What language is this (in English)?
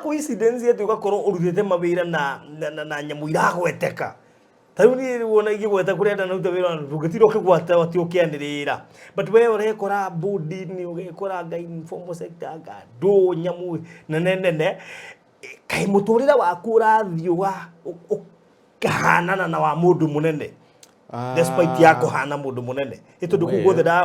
Kikuyu